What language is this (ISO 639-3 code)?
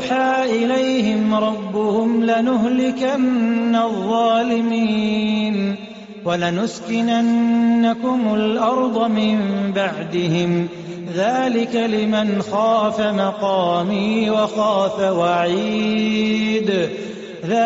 ara